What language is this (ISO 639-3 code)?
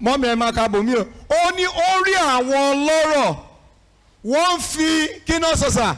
yor